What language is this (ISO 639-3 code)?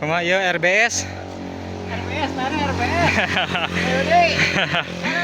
sun